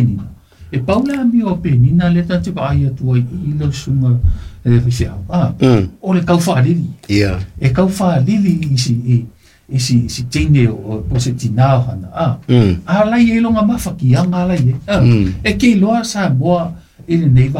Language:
Samoan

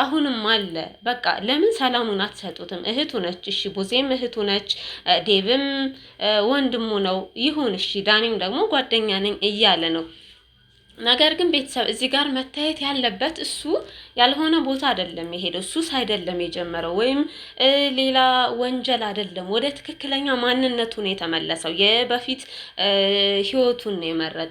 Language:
Amharic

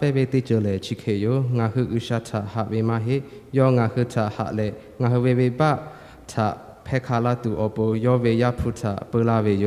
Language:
Lahu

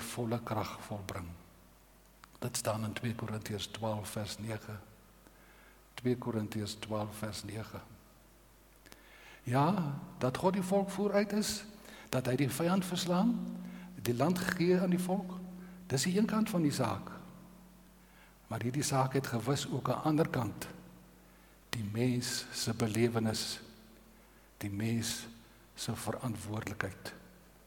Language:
Afrikaans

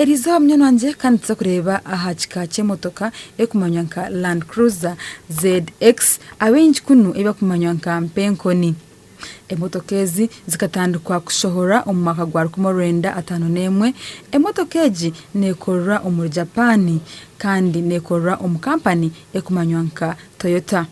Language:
Nyankole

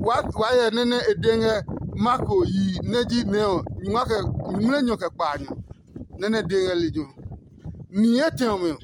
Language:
Adangme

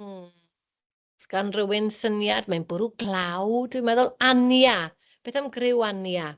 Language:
Welsh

